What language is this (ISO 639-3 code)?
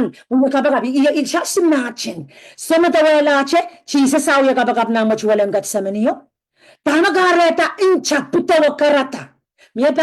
pon